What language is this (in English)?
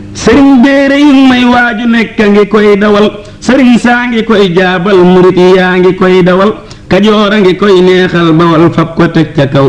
Wolof